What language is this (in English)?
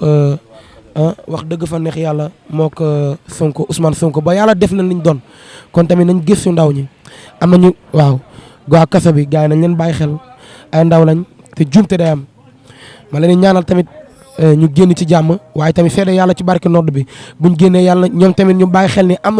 Wolof